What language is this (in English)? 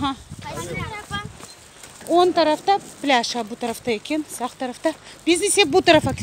Crimean Tatar